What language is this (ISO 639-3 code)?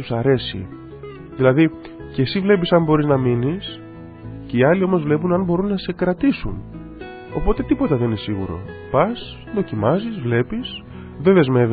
ell